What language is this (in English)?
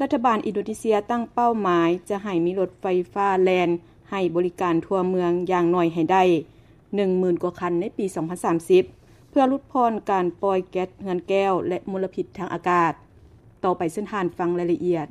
Lao